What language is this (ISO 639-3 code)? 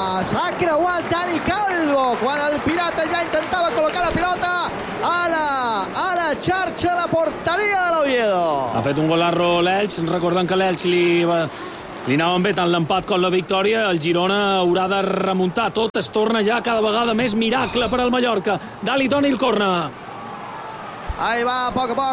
cat